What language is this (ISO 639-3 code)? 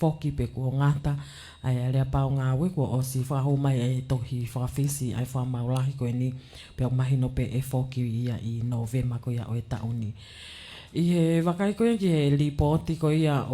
ton